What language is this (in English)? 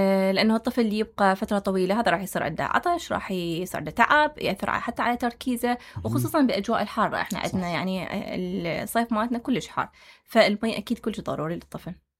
Mesopotamian Arabic